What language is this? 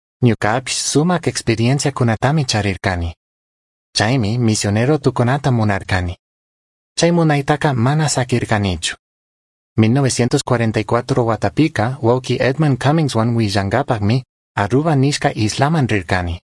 Chimborazo Highland Quichua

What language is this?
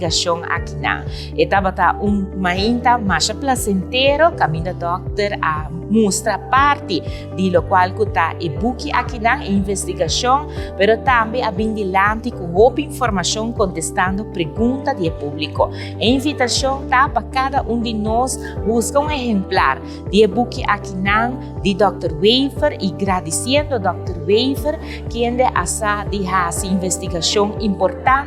Papiamento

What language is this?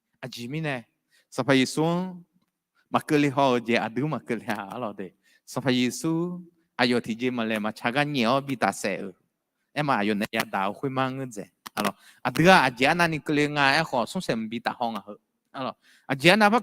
Akha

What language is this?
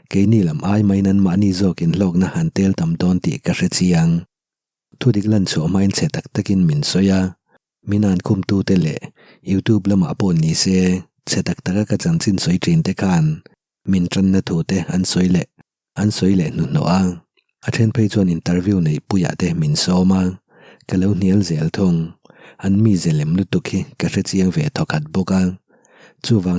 Mizo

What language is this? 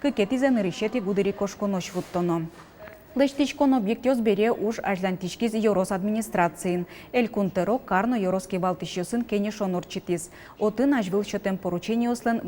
Udmurt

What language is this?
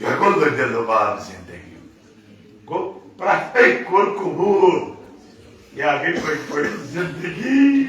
Kashmiri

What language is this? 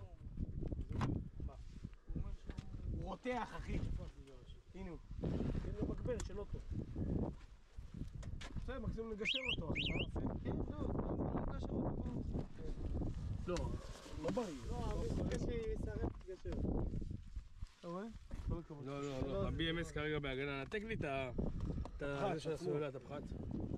Hebrew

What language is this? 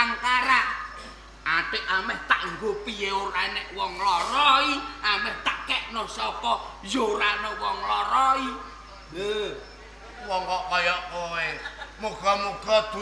Javanese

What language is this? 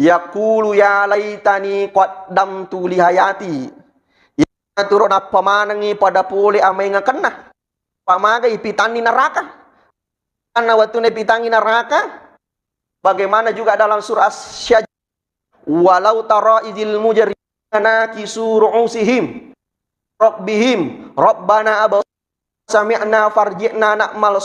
Buginese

